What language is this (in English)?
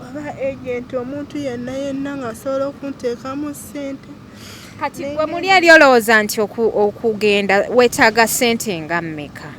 Ganda